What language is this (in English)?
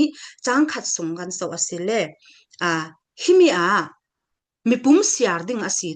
Falam Chin